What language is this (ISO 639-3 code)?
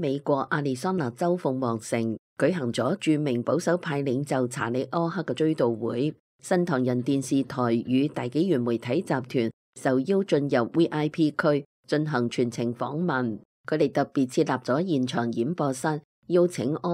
yue